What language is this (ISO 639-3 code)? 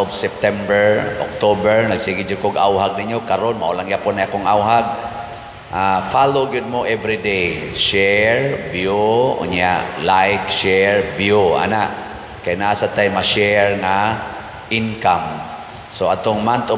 ceb